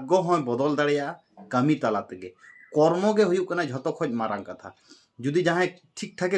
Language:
Santali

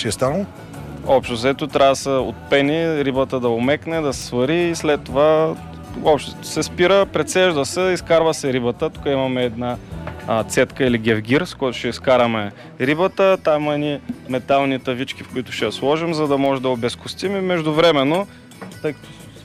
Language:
Bulgarian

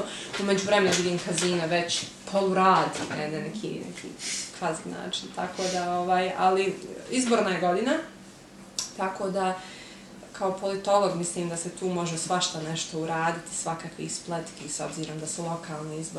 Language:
Bosnian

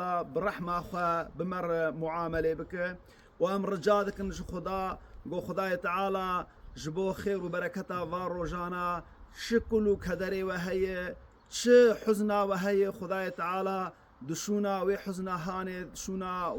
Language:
Kurdish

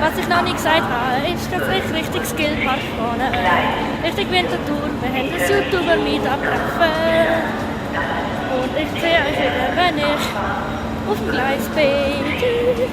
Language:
Swiss German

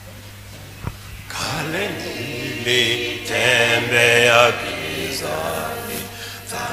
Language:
Swahili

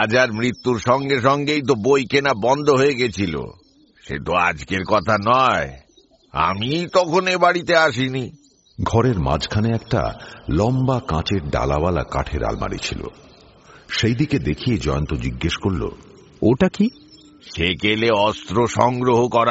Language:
Bangla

